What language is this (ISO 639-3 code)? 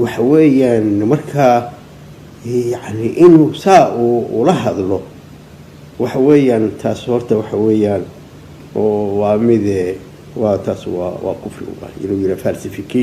som